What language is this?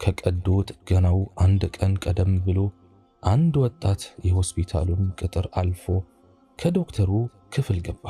Amharic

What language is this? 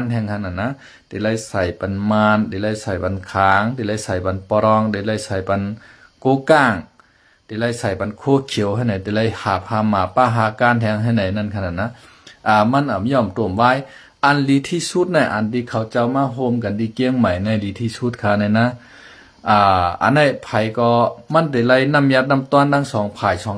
Shan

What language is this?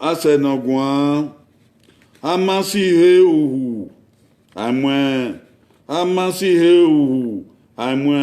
Bini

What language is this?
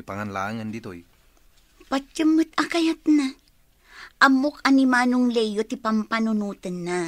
Iloko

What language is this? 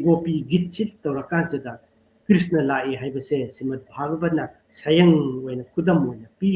Manipuri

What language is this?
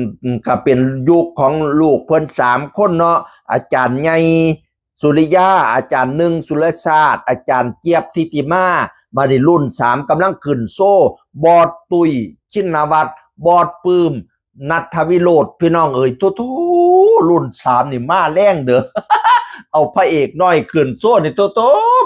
Northeastern Thai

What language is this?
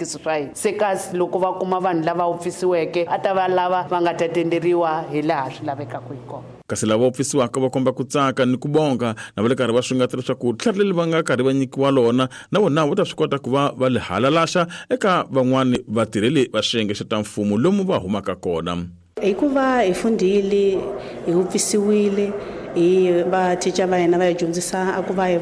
Tsonga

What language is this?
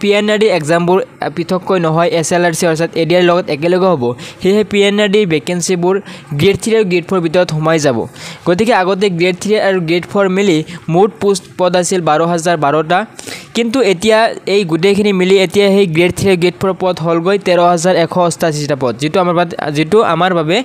Assamese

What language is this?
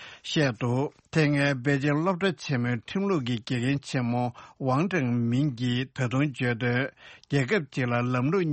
Tibetan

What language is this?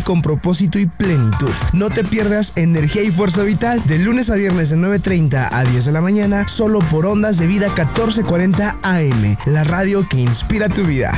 Spanish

